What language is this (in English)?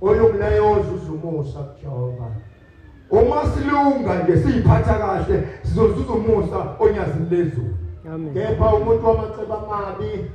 Zulu